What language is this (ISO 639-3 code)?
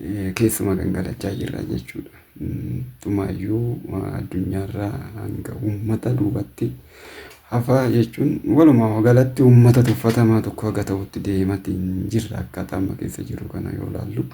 orm